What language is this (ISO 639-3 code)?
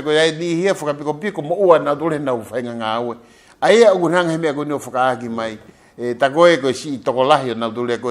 ton